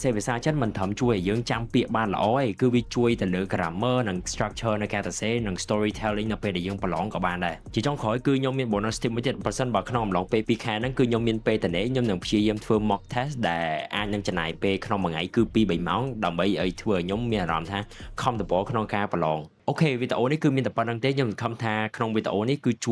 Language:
Khmer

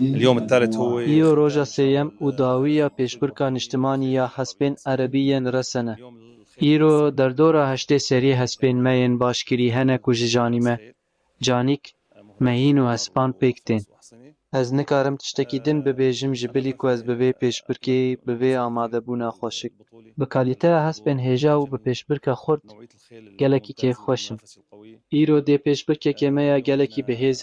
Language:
Kurdish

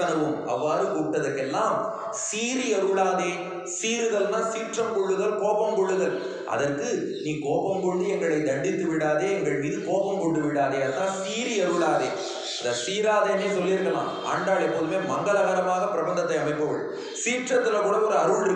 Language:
Tamil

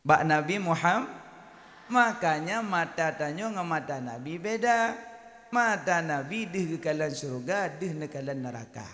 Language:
Achinese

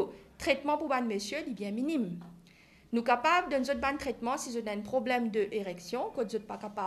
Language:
Morisyen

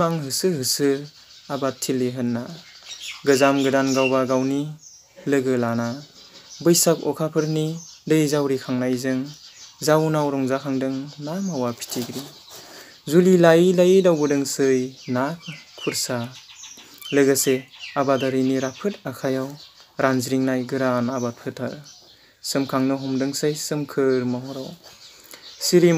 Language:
Bodo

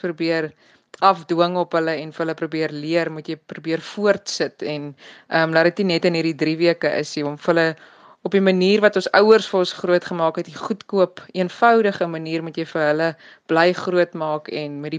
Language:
Afrikaans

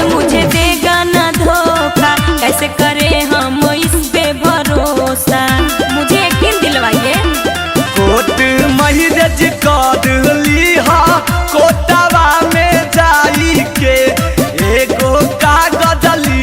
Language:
Magahi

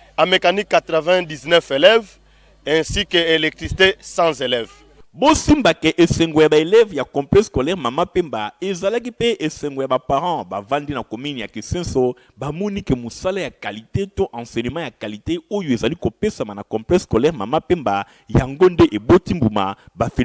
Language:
Lingala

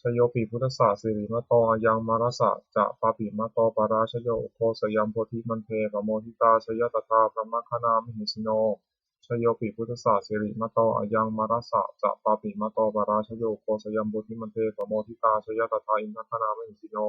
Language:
Pali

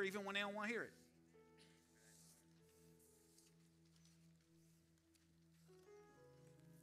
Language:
English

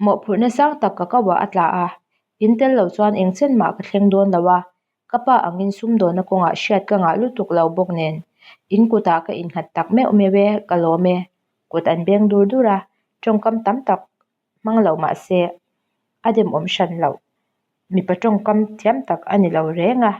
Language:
Mizo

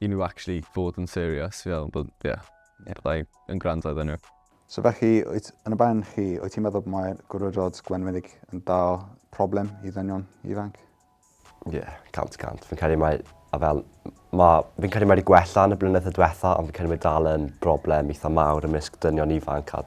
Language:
Welsh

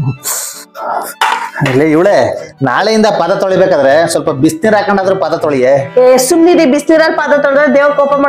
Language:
Kannada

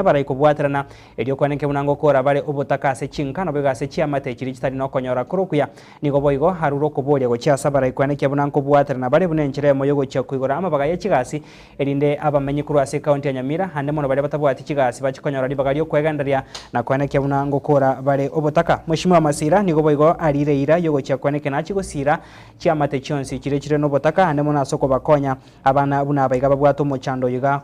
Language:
Gusii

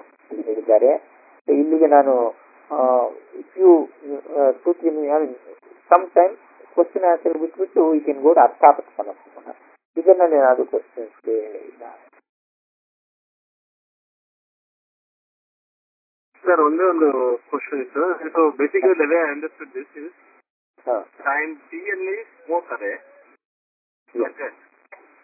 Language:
Kannada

